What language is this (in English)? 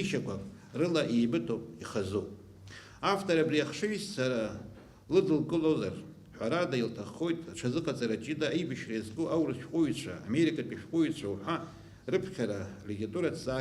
Abkhazian